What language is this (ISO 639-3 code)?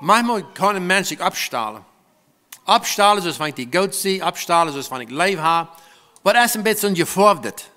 pdt